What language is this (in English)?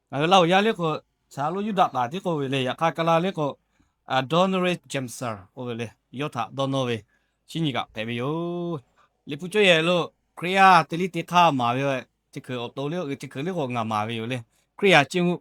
Lahu